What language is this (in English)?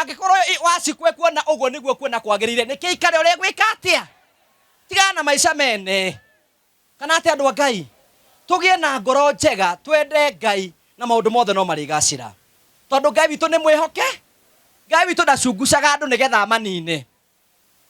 Kikuyu